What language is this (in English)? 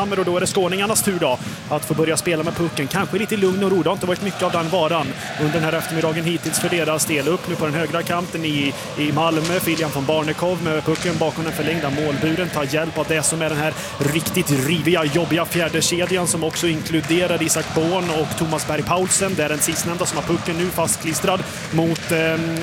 Swedish